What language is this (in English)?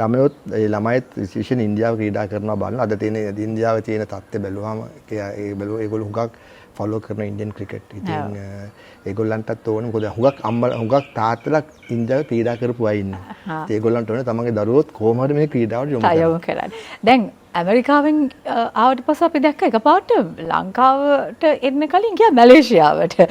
Sinhala